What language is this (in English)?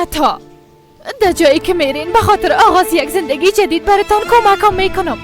Persian